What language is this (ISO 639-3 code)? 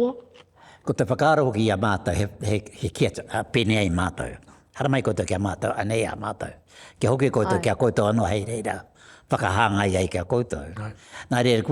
mri